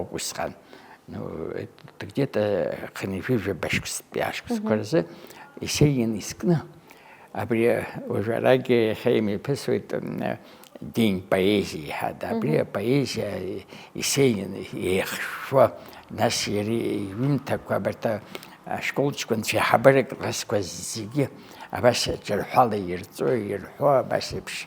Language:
Abkhazian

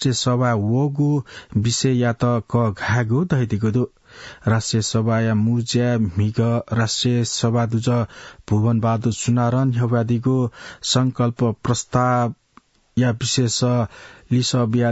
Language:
Newari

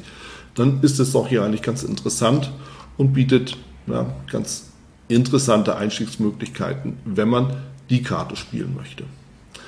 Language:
German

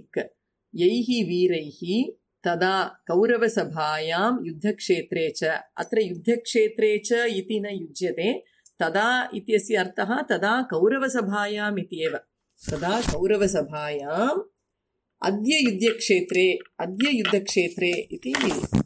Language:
Sanskrit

